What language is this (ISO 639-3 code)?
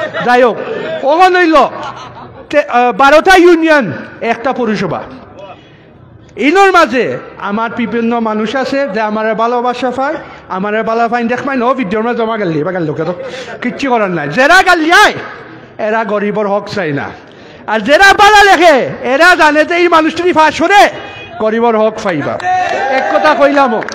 ben